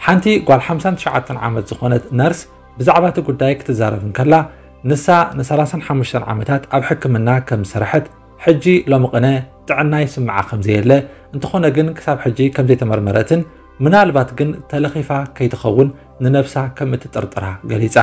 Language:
Tigrinya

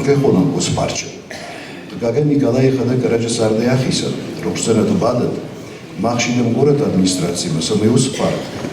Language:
Ossetic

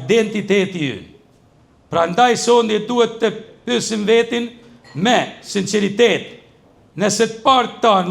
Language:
Albanian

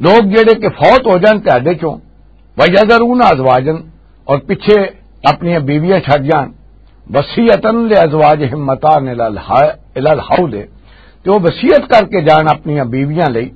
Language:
Western Panjabi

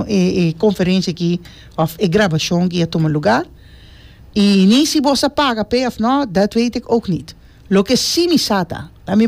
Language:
Papiamento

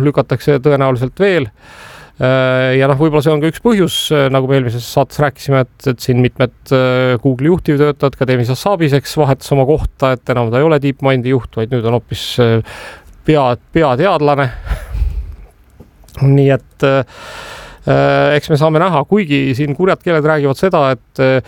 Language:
Estonian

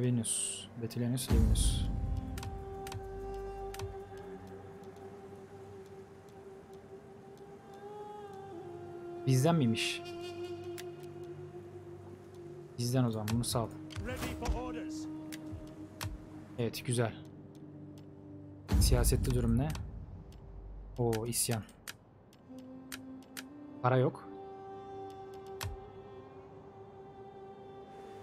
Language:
Turkish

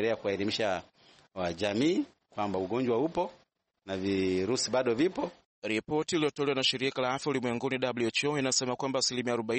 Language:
Swahili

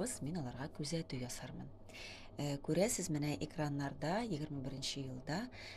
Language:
Tatar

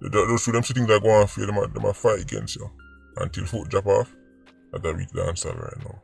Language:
Jamaican Creole English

